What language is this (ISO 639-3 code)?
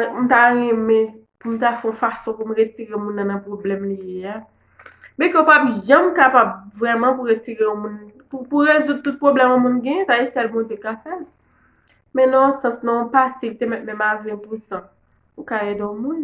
hat